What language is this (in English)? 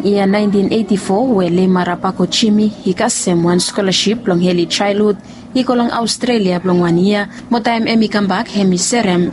Bislama